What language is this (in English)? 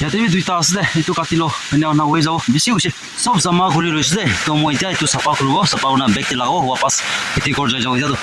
Naga Pidgin